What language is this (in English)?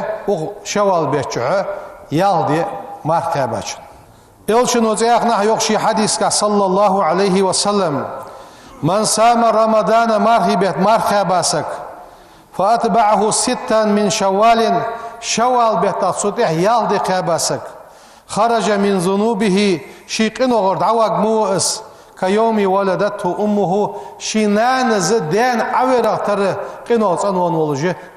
Ingush